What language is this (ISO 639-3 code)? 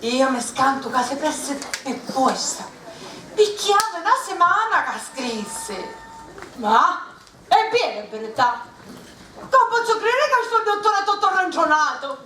scn